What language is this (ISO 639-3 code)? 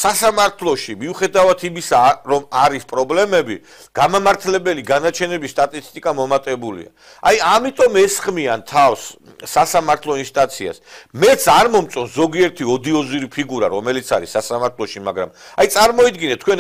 kat